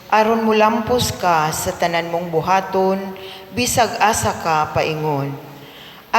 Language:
Cebuano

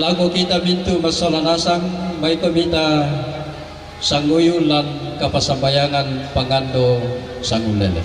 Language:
Toraja-Sa'dan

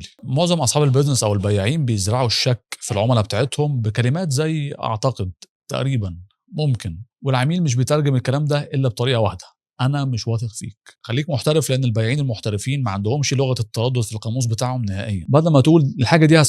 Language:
Egyptian Arabic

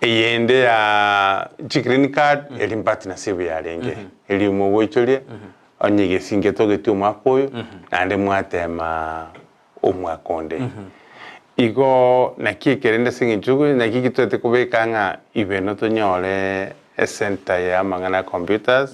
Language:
Gusii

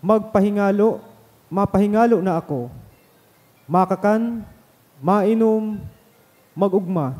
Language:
Bikol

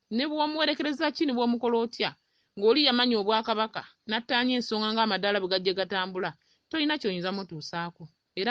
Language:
Ganda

